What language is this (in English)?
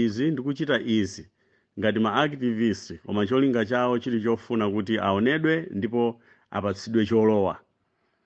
Nyanja